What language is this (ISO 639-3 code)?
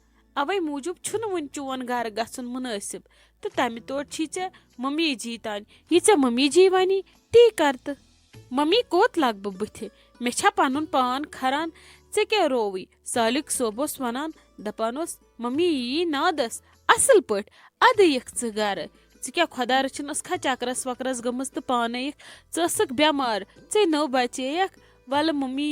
kas